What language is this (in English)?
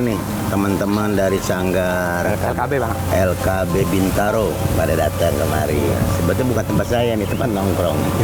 Betawi